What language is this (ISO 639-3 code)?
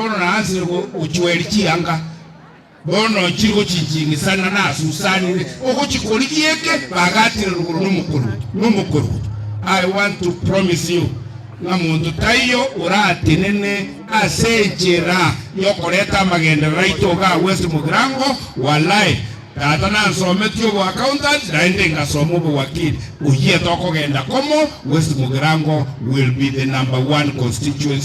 guz